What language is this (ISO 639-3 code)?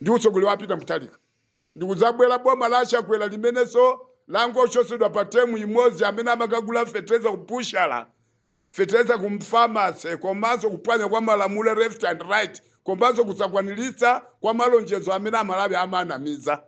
nya